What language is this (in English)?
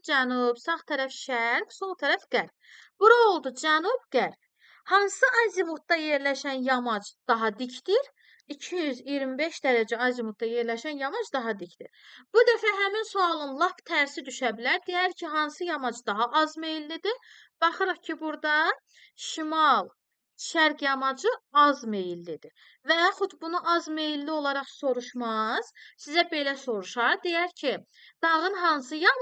Azerbaijani